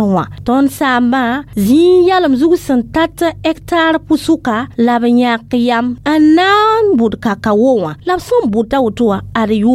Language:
Mossi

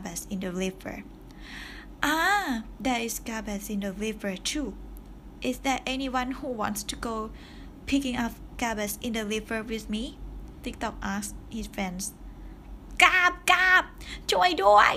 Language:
Thai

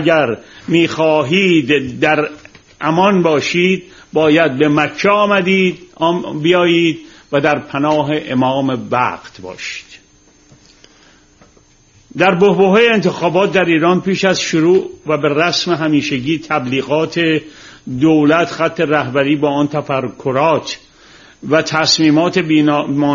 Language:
Persian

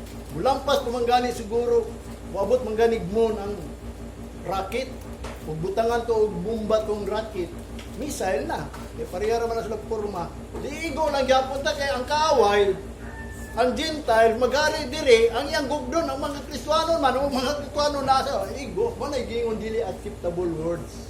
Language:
Cebuano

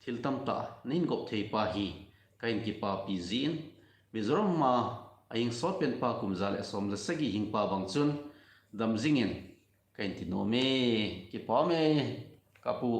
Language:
Thado Chin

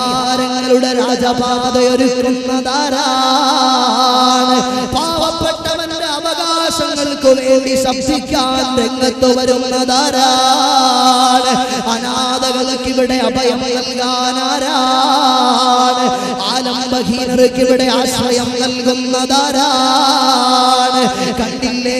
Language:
Malayalam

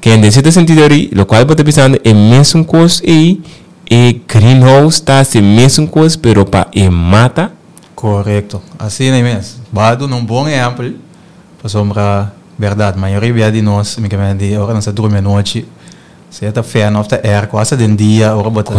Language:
Papiamento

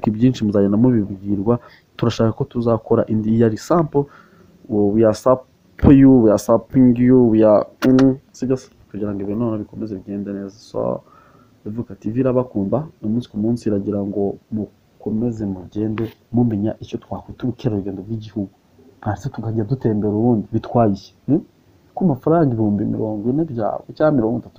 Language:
Kinyarwanda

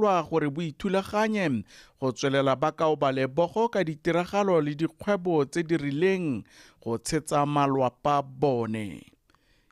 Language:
Tswana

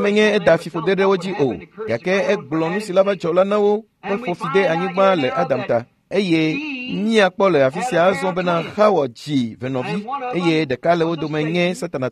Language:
Ewe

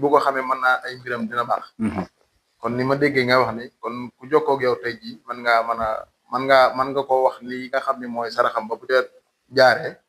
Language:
Wolof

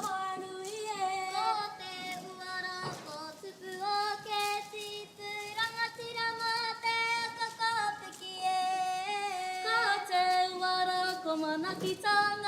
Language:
Māori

